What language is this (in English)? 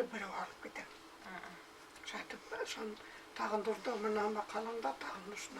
Bashkir